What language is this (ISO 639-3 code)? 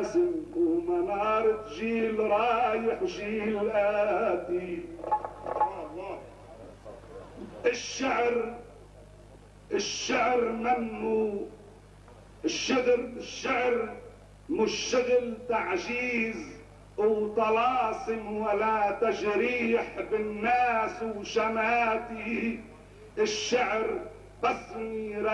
apc